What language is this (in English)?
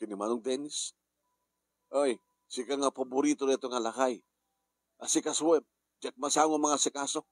Iloko